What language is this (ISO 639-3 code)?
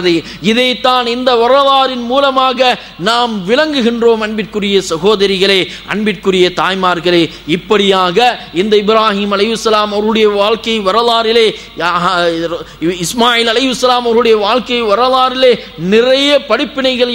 tam